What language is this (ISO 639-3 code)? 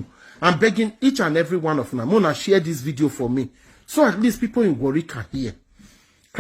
pcm